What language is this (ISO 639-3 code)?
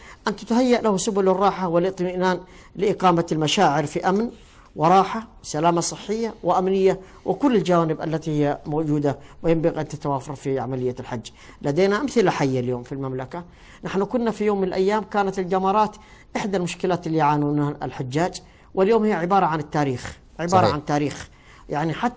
ara